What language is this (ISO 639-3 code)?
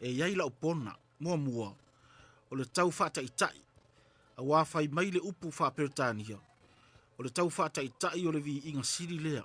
smo